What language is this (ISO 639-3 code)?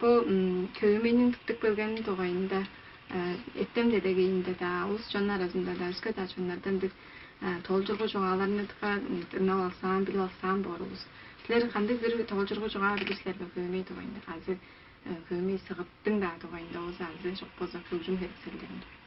tyv